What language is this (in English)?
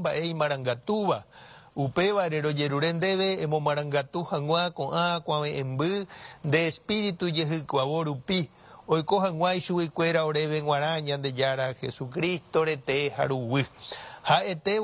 Guarani